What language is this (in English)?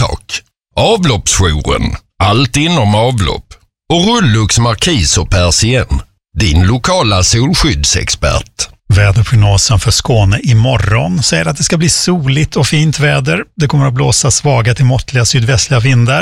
Swedish